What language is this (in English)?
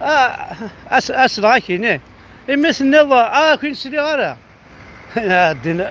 Kabyle